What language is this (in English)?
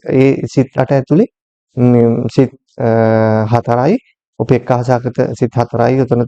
Sinhala